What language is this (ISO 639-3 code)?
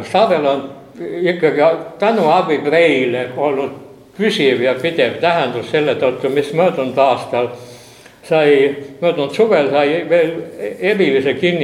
est